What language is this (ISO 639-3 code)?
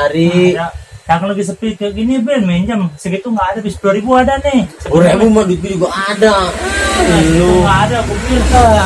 bew